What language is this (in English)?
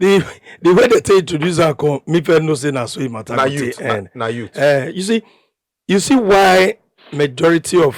Nigerian Pidgin